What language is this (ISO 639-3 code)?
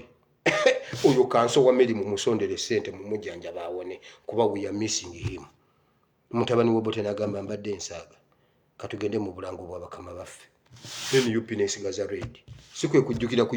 lug